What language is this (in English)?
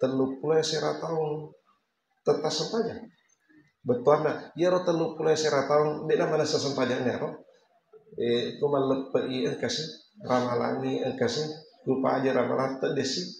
Buginese